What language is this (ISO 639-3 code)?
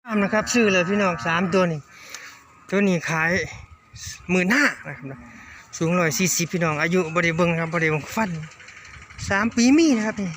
tts